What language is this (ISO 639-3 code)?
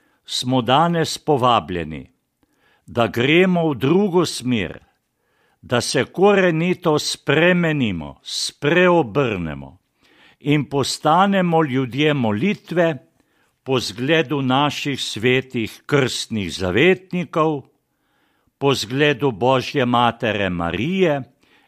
slv